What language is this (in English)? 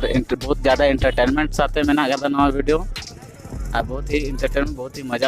Santali